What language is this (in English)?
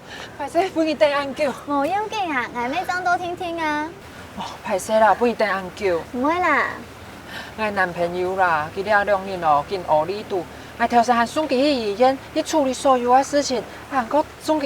Hakka Chinese